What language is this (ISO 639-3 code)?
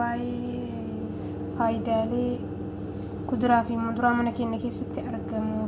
orm